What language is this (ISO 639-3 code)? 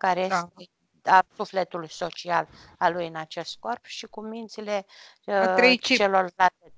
ron